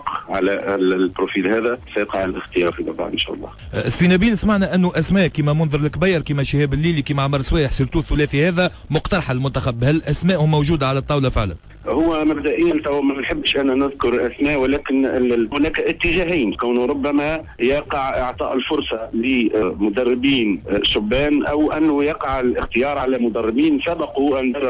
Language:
Tunisian Arabic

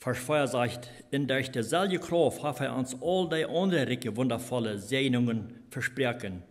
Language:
Plautdietsch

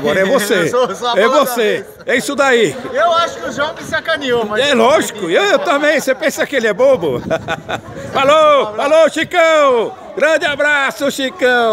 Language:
Portuguese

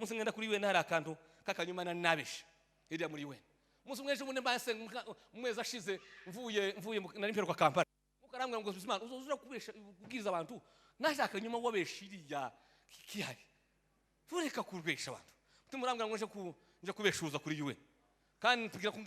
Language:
Rundi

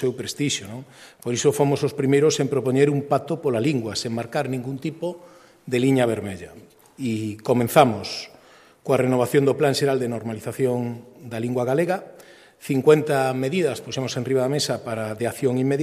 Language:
Galician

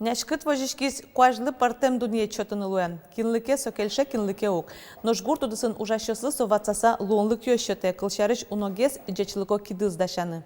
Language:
Udmurt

